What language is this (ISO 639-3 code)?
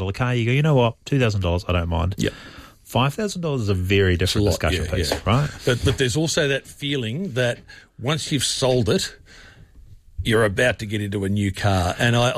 eng